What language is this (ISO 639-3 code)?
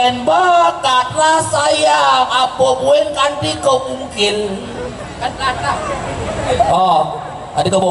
ban